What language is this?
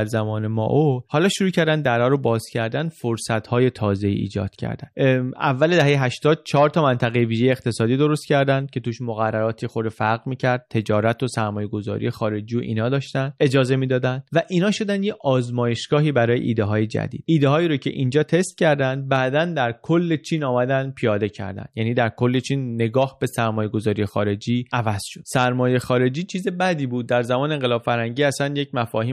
Persian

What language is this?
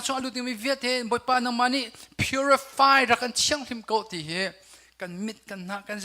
Hakha Chin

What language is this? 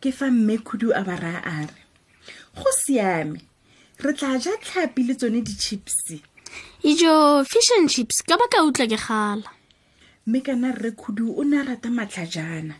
Tswana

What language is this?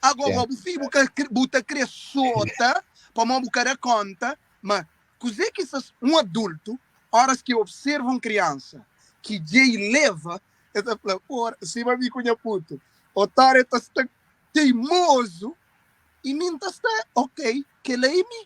Kabuverdianu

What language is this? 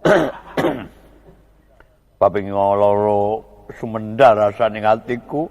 Javanese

